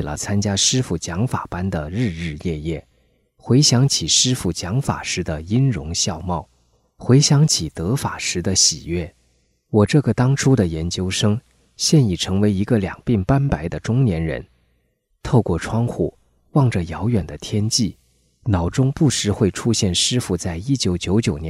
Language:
Chinese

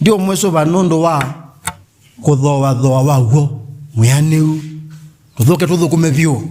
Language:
Kamba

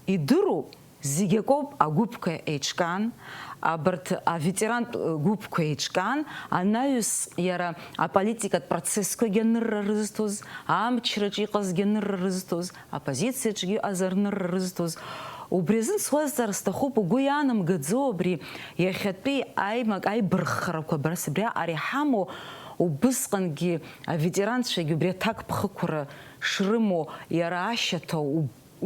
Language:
Abkhazian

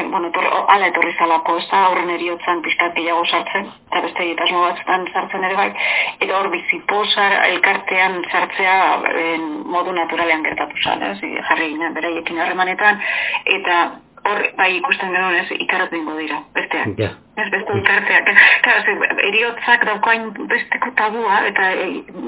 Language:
Basque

